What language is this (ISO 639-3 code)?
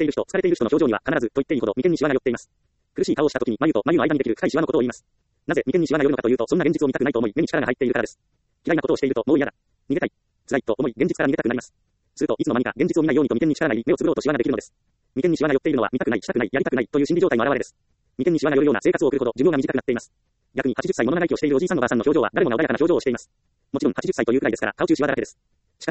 jpn